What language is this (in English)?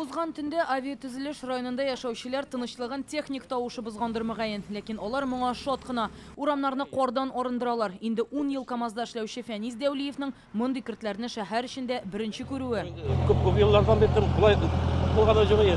Tatar